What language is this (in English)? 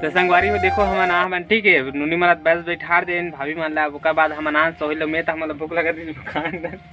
Chhattisgarhi